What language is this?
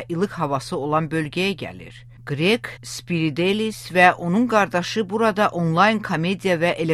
Azerbaijani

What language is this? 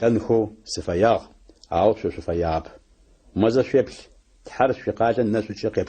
Adyghe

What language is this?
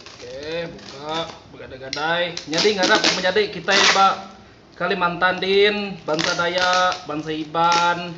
Iban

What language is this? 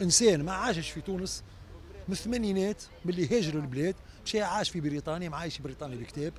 Tunisian Arabic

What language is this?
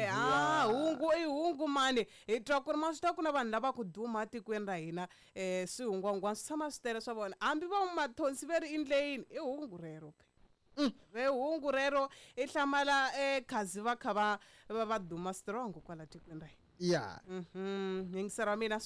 Tsonga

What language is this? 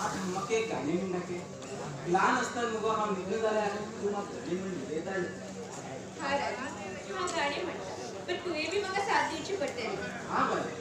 Konkani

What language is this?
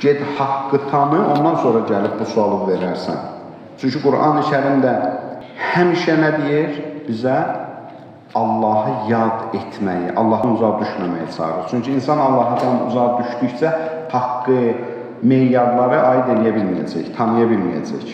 Azerbaijani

